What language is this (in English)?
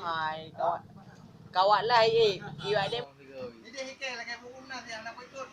Achinese